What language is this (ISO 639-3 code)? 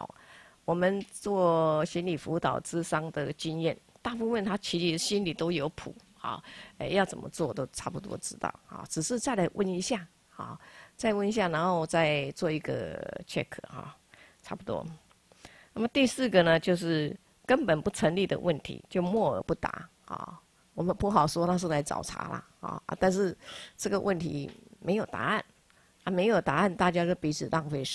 zho